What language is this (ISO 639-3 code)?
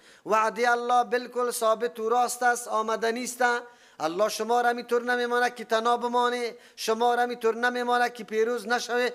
fas